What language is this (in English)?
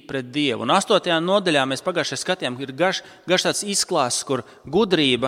Latvian